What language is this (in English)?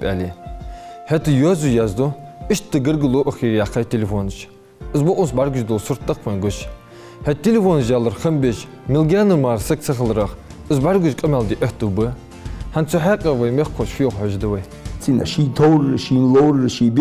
Ingush